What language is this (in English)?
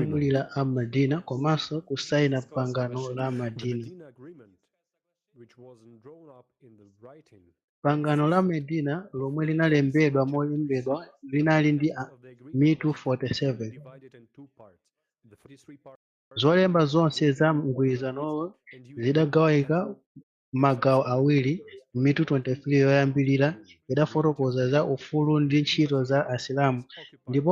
Nyanja